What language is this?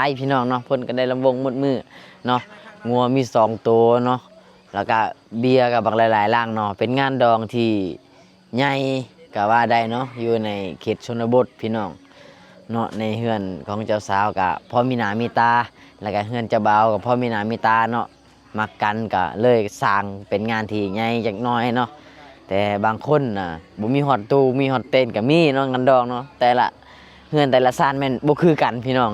Lao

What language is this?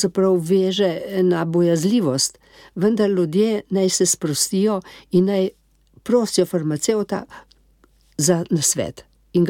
Slovenian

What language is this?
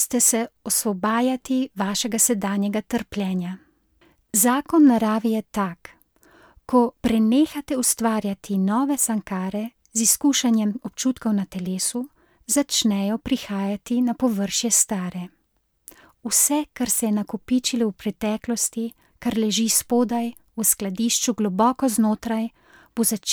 Slovenian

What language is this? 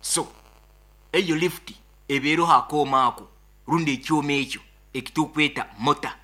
Nyoro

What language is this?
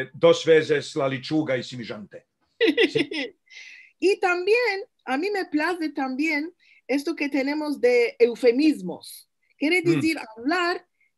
Ladino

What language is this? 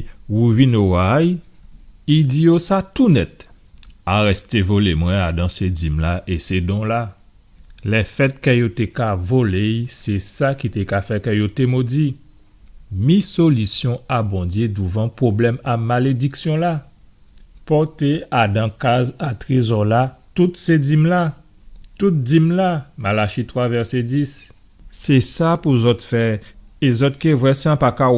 Guadeloupean Creole French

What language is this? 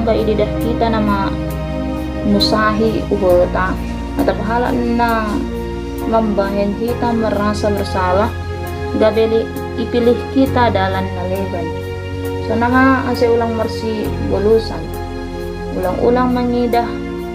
Batak Simalungun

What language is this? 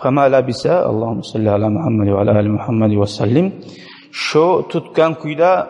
Kumyk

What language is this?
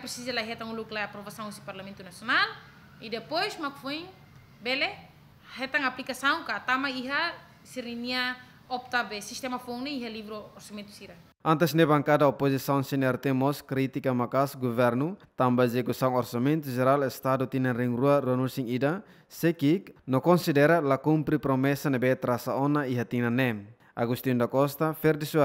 Tetum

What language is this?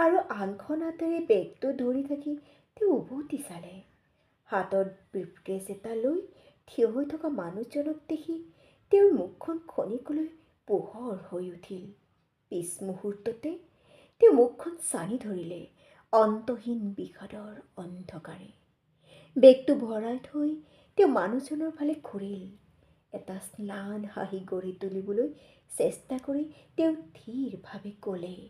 Assamese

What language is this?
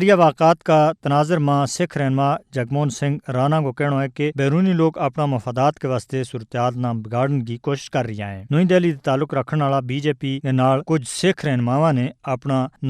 Gujari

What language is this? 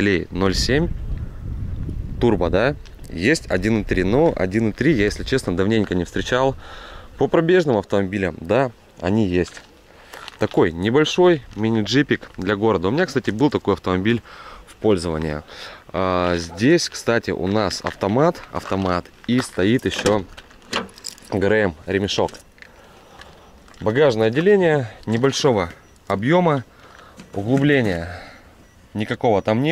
Russian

